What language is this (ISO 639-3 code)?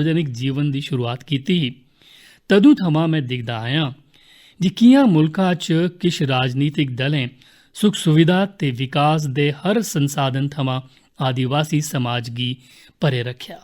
doi